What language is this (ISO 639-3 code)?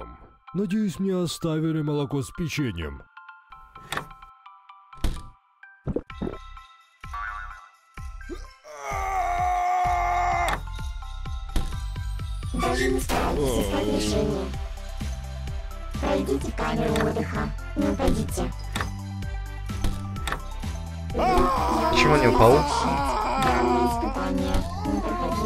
rus